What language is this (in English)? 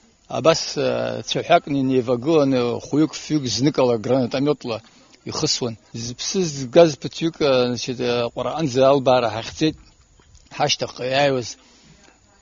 Abkhazian